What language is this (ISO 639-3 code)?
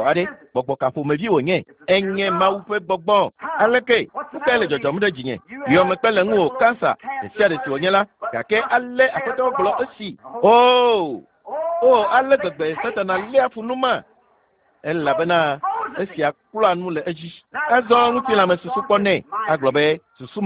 ewe